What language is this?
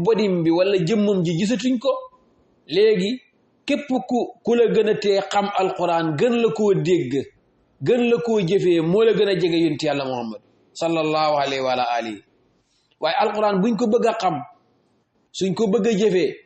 Wolof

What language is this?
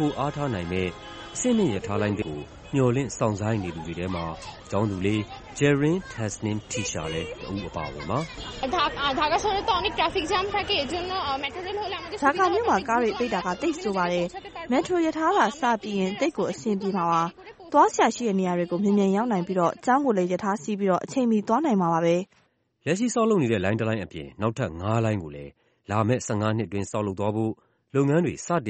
Burmese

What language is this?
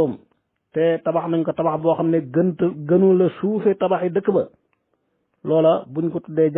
Wolof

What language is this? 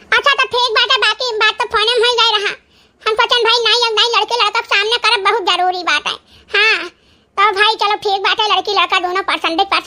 Awadhi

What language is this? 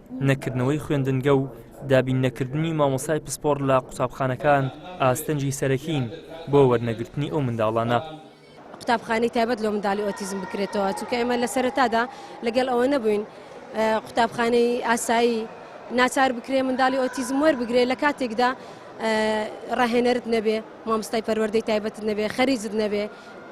Central Kurdish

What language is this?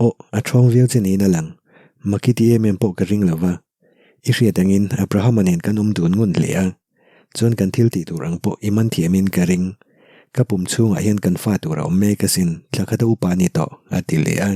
Mizo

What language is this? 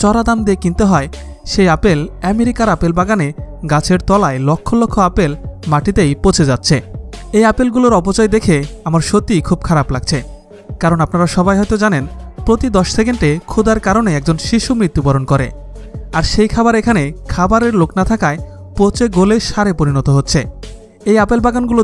Bangla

